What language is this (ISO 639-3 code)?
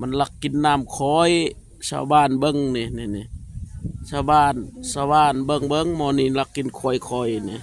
lao